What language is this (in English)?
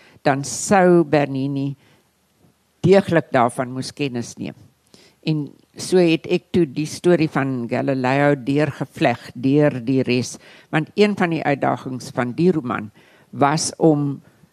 Afrikaans